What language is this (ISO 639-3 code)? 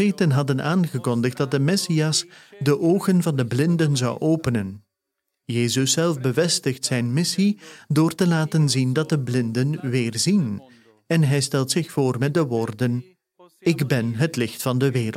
nld